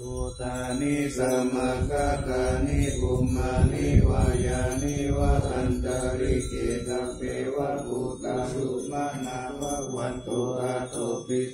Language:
Pali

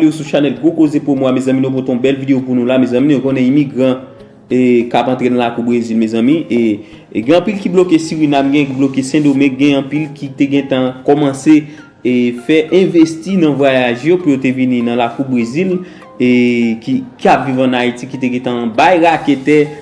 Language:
Haitian Creole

